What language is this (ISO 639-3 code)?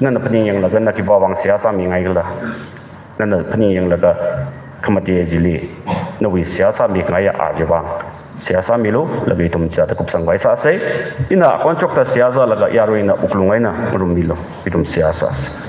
nmf